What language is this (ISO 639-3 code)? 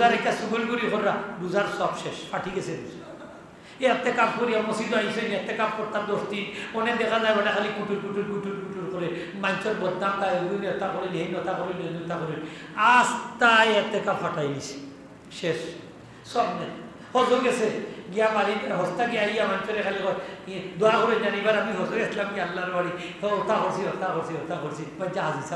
syl